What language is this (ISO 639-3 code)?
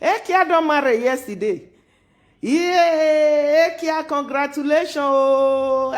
pcm